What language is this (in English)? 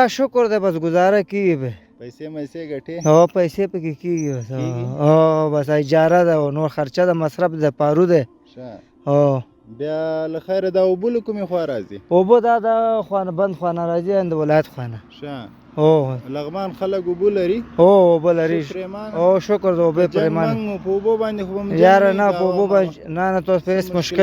Pashto